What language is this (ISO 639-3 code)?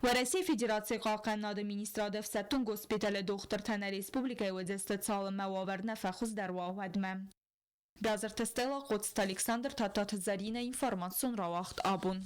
oss